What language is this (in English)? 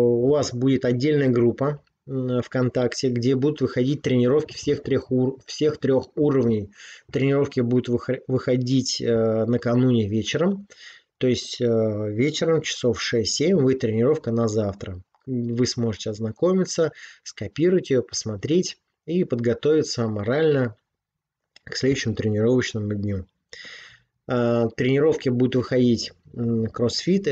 Russian